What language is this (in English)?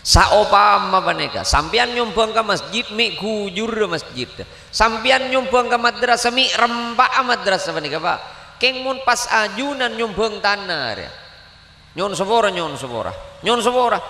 Madurese